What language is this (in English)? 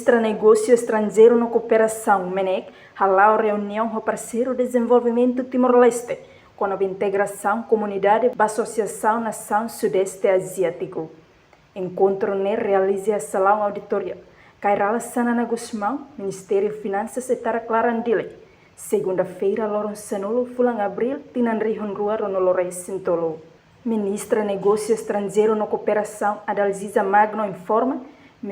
Tetum